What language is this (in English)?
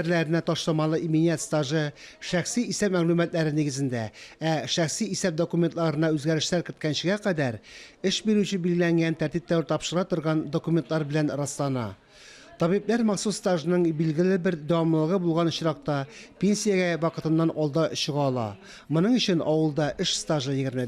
Tatar